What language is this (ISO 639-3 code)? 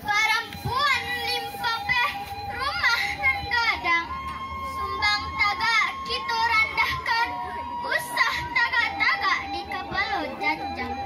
min